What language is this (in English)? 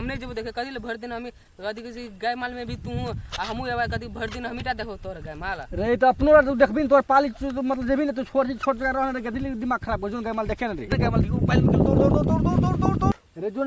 Maithili